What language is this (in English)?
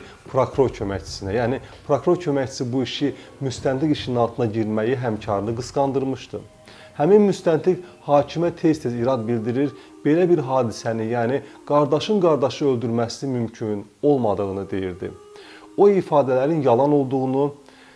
Azerbaijani